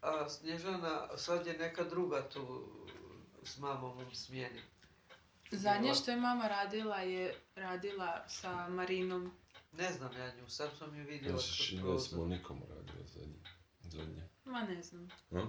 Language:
Croatian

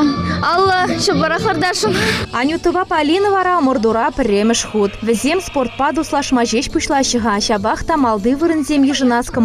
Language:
Chuvash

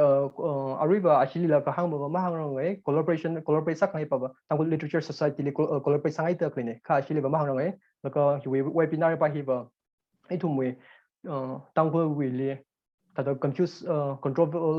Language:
Tangkhul Naga (India)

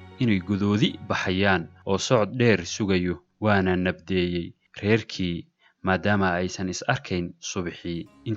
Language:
Somali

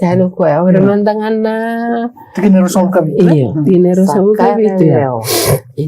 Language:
Fijian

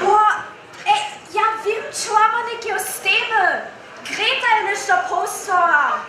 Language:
Upper Sorbian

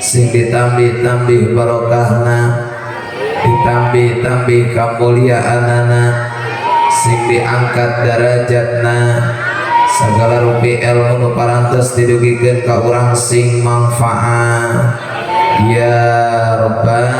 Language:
Sundanese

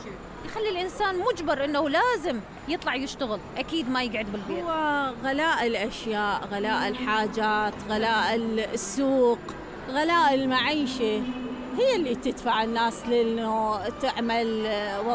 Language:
Mesopotamian Arabic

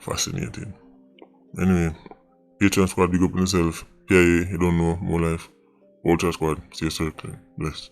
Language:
Jamaican Creole English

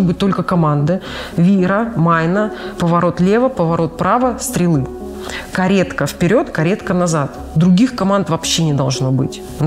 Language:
Russian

